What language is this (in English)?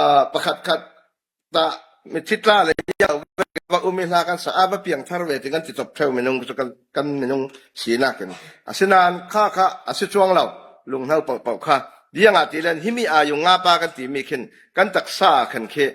Falam Chin